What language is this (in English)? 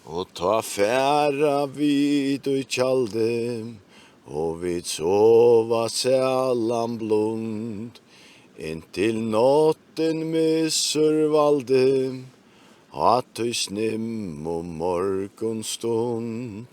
Faroese